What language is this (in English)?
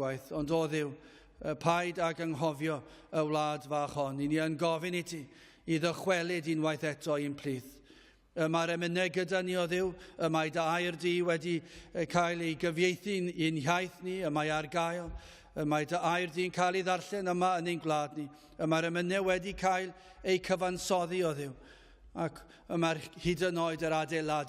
Welsh